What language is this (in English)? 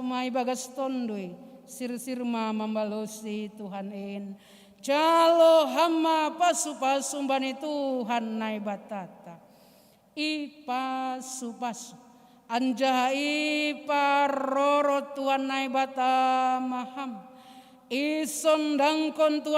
Batak Simalungun